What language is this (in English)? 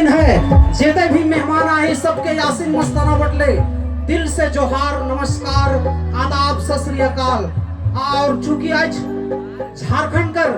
Sadri